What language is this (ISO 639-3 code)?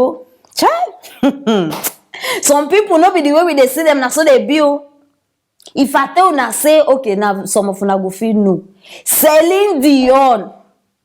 pcm